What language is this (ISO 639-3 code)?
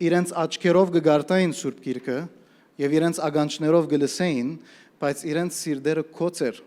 hyw